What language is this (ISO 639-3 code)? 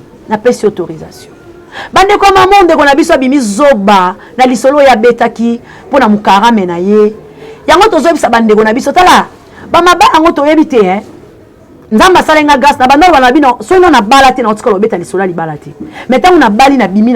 lin